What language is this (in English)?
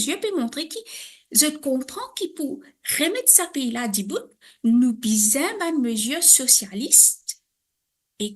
Morisyen